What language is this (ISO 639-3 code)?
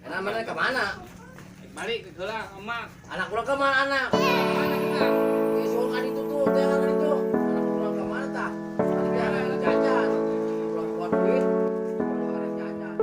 sun